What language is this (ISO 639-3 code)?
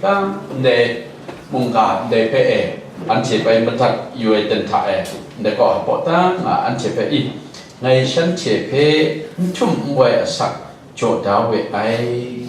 kac